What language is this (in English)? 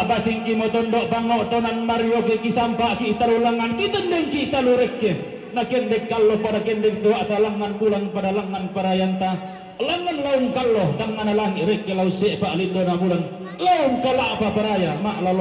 Toraja-Sa'dan